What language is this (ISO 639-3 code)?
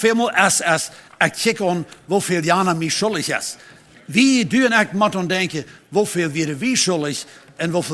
pdt